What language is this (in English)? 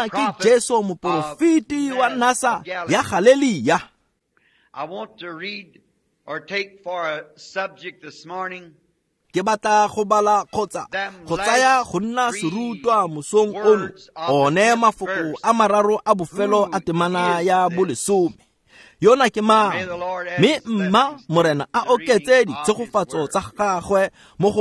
Tswana